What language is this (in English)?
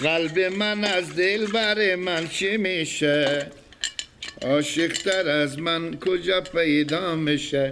Persian